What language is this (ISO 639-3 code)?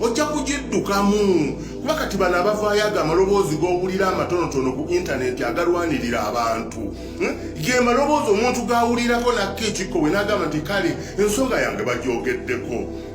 lug